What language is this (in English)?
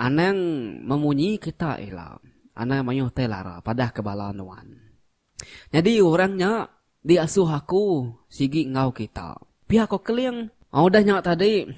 Iban